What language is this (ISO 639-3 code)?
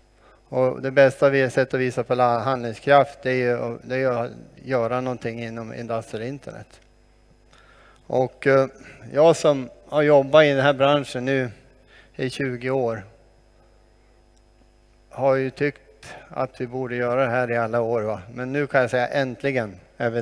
swe